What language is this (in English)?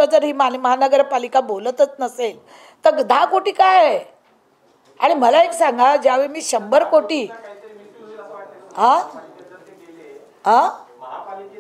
Marathi